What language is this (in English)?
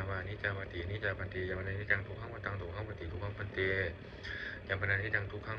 Pali